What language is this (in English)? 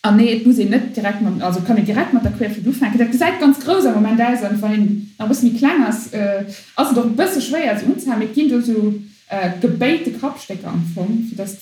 Luxembourgish